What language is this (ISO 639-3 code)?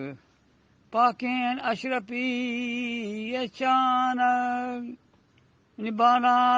bgp